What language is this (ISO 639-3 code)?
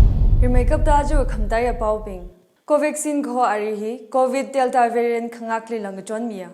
nmf